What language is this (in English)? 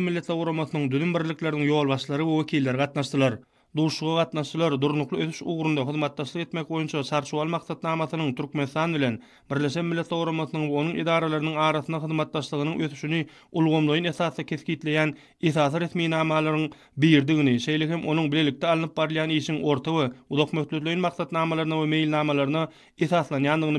Turkmen